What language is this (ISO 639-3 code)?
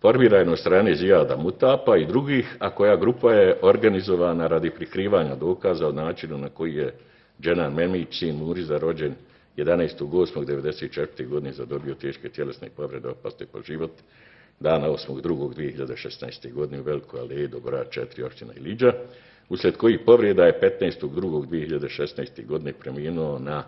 bos